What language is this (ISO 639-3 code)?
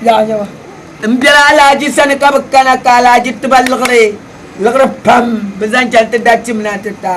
dag